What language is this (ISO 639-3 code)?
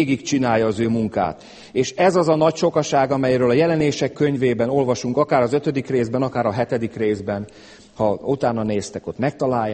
hun